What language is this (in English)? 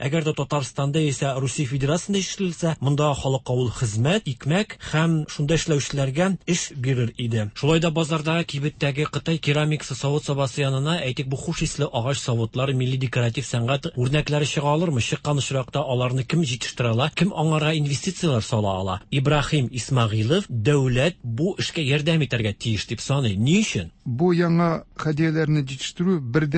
Tatar